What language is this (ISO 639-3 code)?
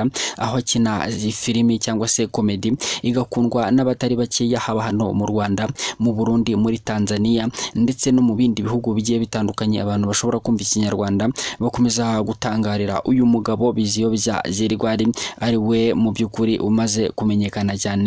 kin